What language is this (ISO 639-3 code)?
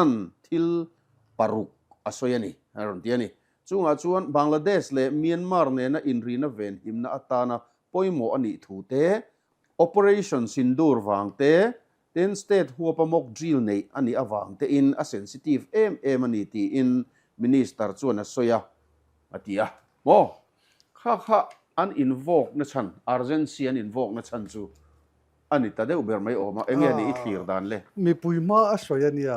lus